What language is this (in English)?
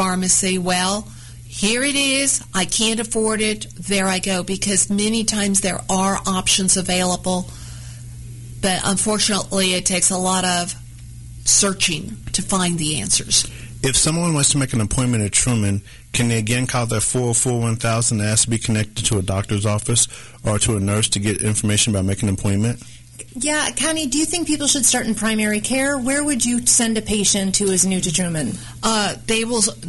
English